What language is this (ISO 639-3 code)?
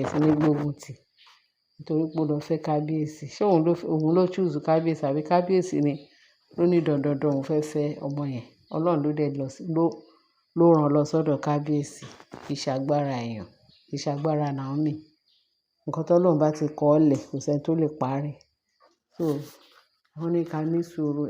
yor